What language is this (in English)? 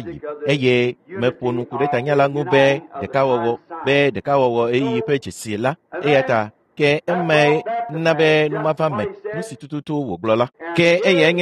Ewe